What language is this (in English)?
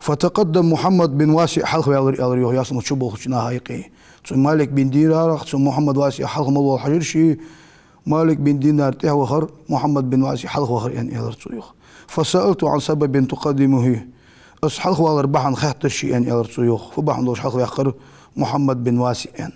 Ingush